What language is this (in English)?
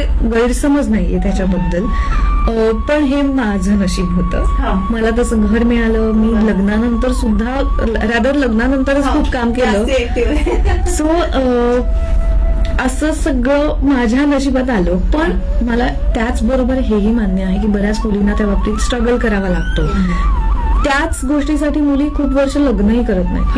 Marathi